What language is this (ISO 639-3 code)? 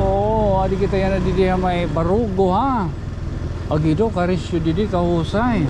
war